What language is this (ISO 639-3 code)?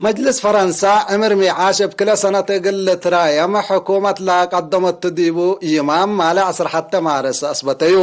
tig